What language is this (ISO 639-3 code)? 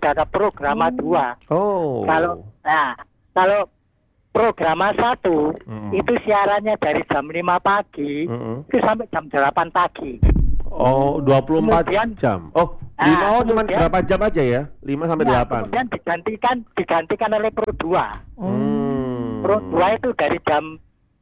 ind